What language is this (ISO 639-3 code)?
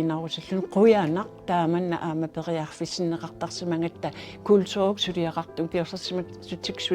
kal